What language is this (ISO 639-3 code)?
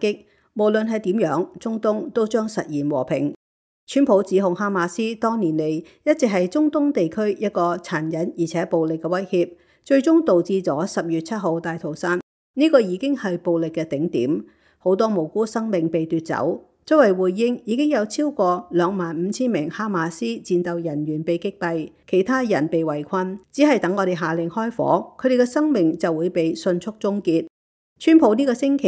yue